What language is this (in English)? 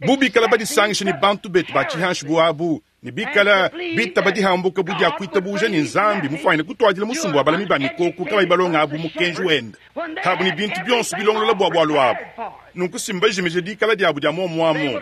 Luba-Lulua